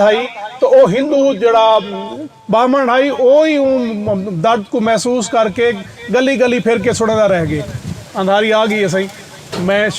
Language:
Saraiki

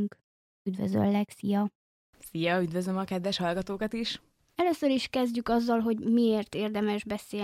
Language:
Hungarian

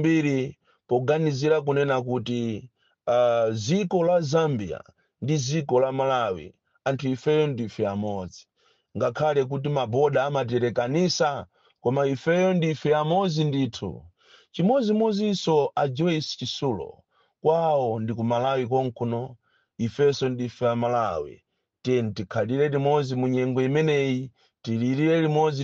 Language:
Nyanja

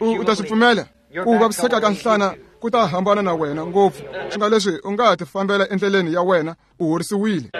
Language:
Tsonga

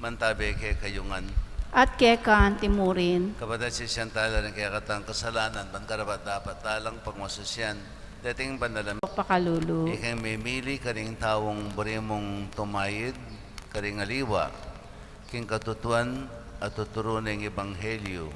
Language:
Pampanga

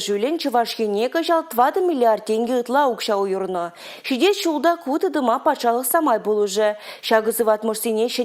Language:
Chuvash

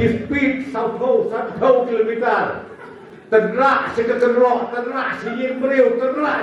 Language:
Khasi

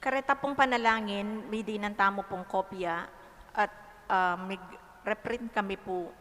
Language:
Pampanga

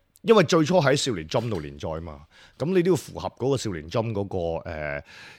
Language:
Cantonese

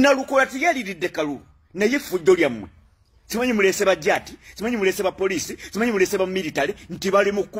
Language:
Ganda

